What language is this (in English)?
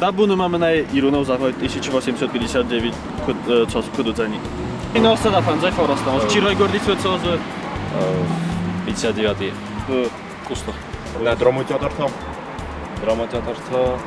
Ossetic